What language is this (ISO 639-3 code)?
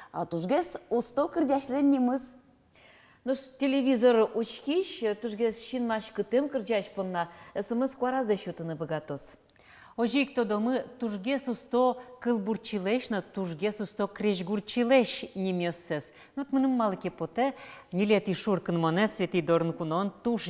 udm